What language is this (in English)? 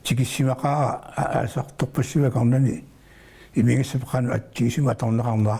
Kalaallisut